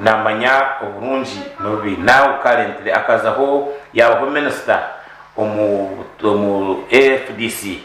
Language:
Nyankole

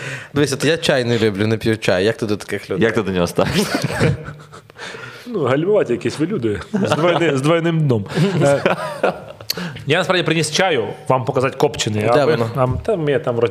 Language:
Ukrainian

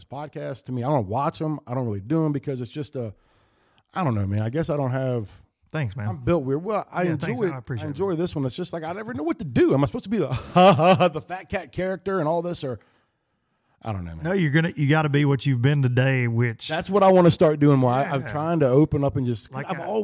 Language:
English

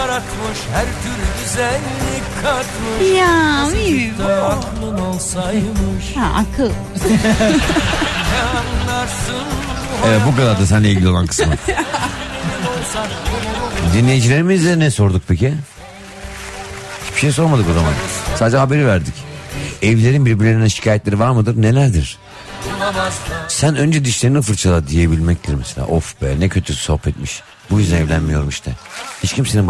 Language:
Turkish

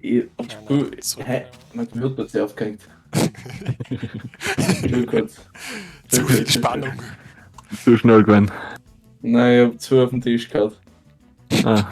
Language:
Bavarian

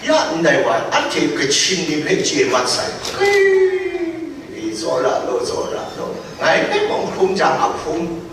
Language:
Kachin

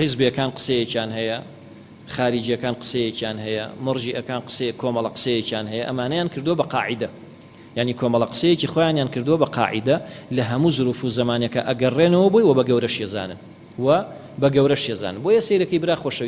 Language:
Central Kurdish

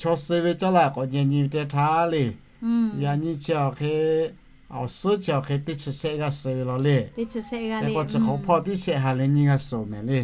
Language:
Lahu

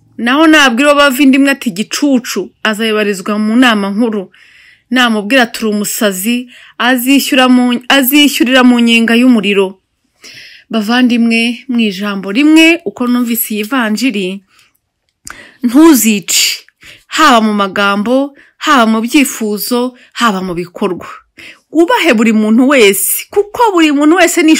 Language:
Kinyarwanda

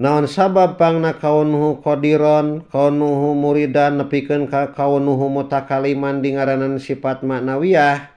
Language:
Sundanese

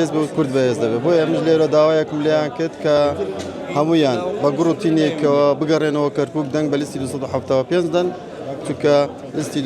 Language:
Central Kurdish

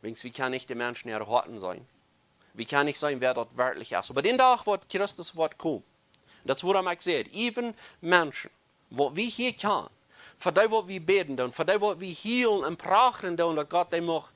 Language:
Plautdietsch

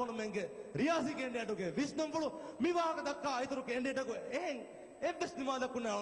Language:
Divehi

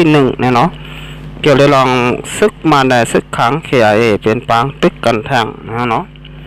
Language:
Shan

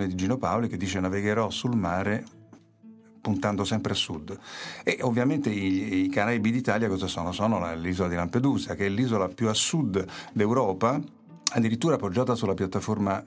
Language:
Italian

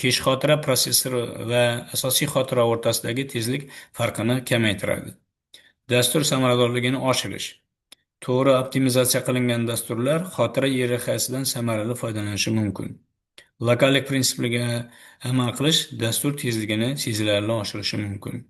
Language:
Uzbek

